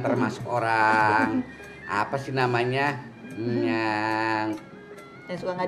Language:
Betawi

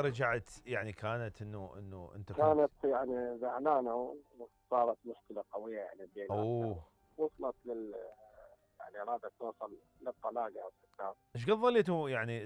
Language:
Mesopotamian Arabic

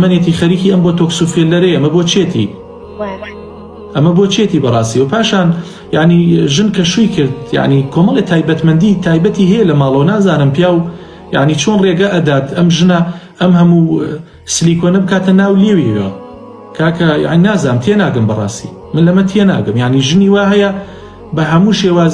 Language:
Central Kurdish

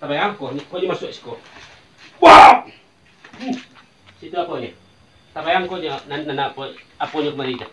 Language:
Minangkabau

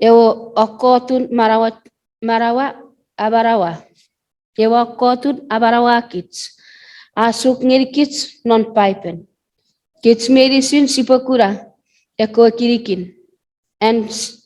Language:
Chuukese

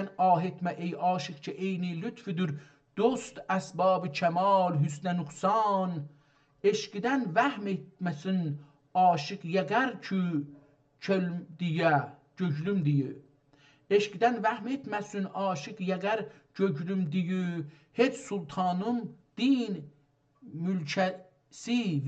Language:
South Azerbaijani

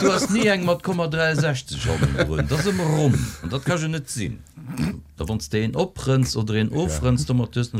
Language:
Luxembourgish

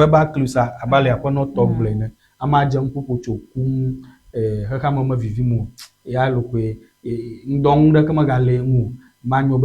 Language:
Ewe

